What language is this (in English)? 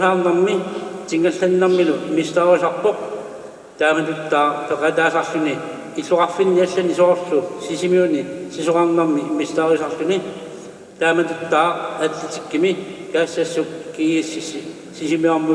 Kalaallisut